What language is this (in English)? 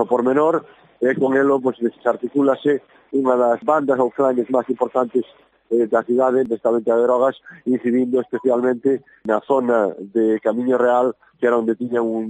Galician